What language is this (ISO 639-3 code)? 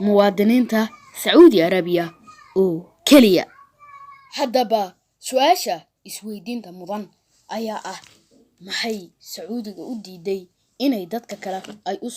som